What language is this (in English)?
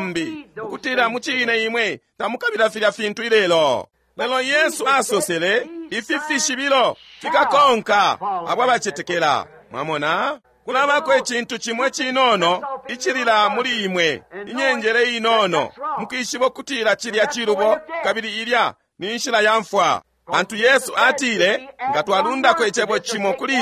Bemba